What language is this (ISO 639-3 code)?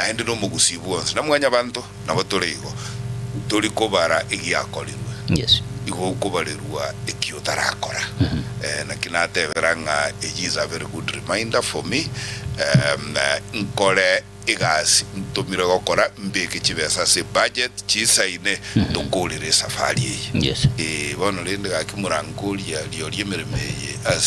guz